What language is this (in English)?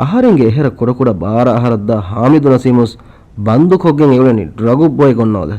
Divehi